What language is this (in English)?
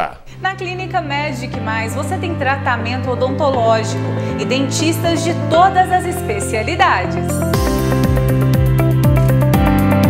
Portuguese